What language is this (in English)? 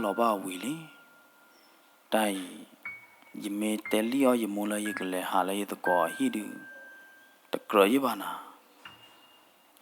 S'gaw Karen